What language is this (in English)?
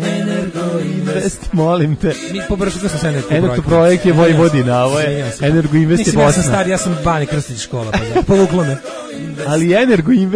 Serbian